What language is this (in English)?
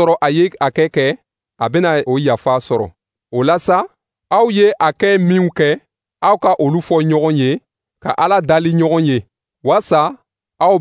Dyula